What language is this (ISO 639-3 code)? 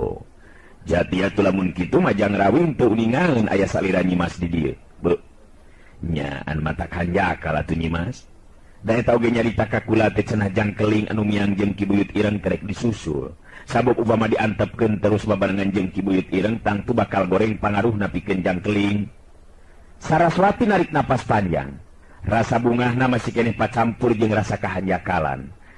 sun